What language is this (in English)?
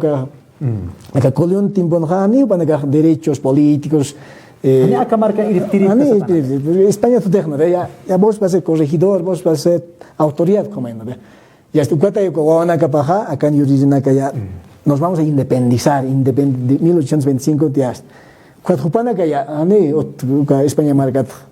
Aymara